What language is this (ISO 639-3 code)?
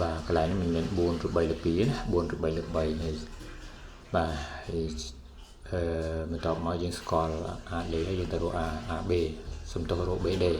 khm